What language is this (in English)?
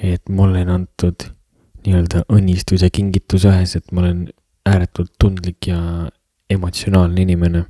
Estonian